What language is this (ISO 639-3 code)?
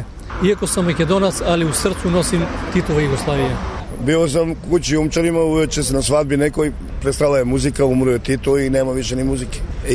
srp